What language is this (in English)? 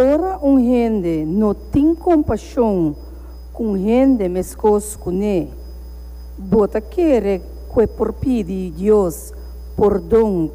Papiamento